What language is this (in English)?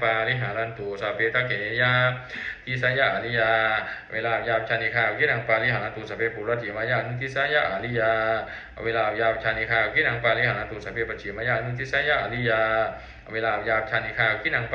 Pali